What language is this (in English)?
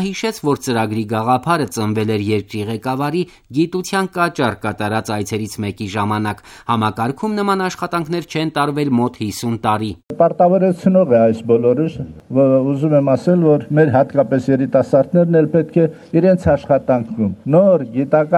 Armenian